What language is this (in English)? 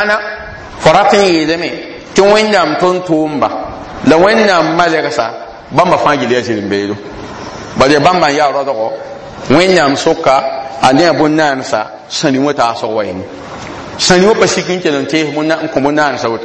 Mossi